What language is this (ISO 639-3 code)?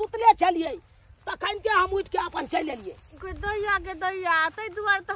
mai